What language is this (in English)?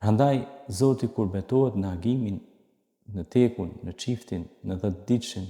Albanian